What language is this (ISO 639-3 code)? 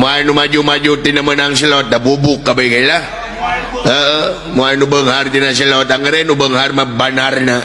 sun